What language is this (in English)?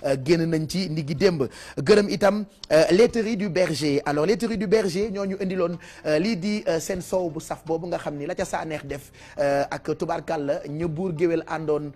Wolof